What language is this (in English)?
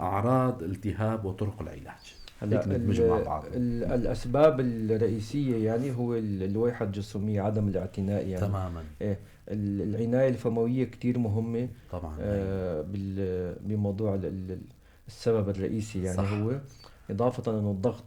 North Levantine Arabic